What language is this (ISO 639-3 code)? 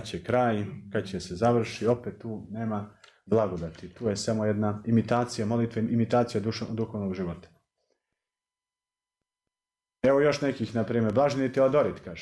srp